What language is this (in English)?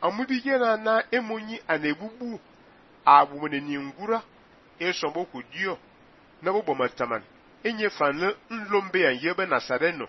Fang